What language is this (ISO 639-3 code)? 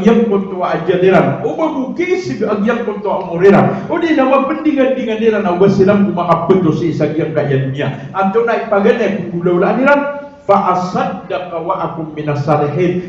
mrw